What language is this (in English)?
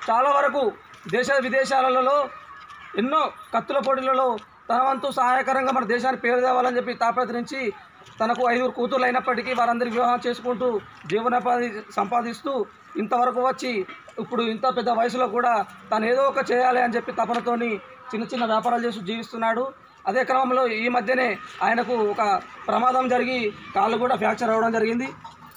Telugu